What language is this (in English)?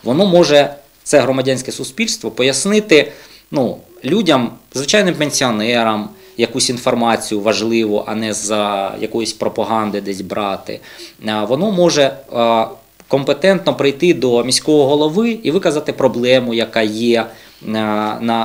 Ukrainian